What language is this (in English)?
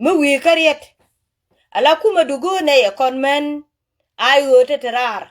Nuer